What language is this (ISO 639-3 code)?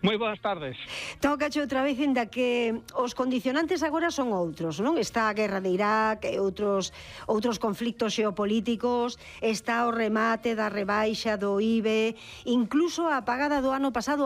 glg